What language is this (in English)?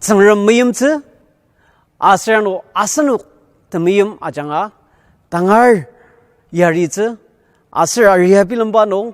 Ao Naga